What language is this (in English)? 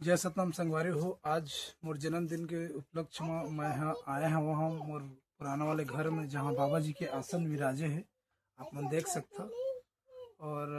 Chhattisgarhi